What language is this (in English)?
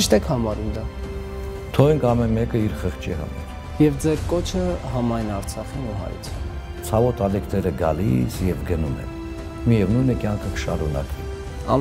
Armenian